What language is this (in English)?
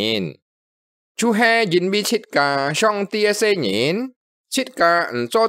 Hakka Chinese